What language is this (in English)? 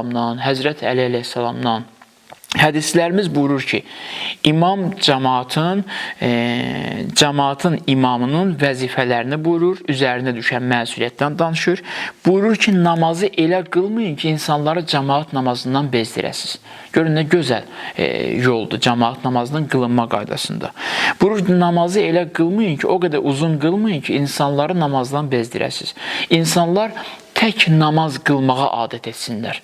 Azerbaijani